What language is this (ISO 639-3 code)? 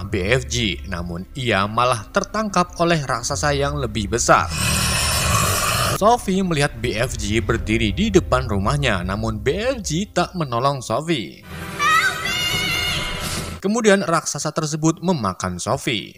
ind